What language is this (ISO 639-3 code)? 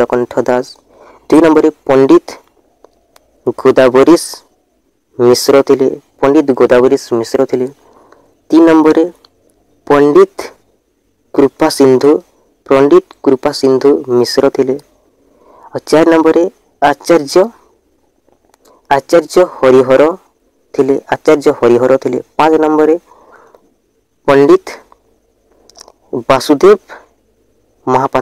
ori